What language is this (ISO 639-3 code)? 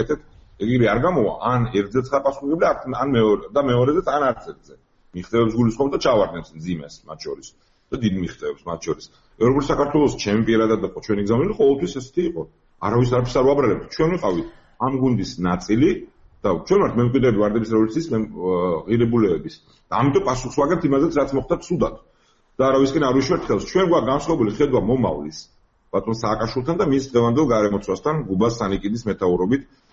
kat